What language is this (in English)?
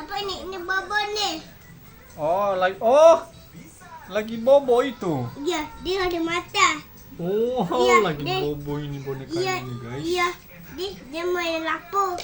Nias